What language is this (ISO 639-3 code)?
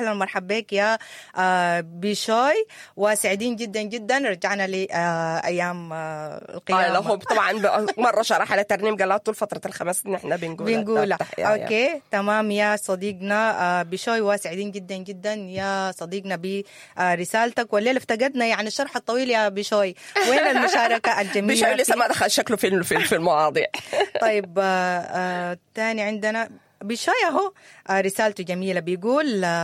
apd